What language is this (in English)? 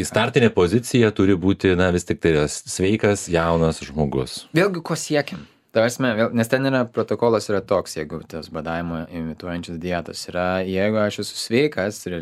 Lithuanian